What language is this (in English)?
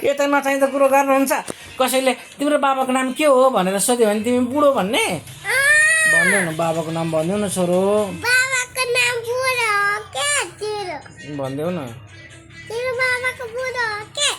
Nepali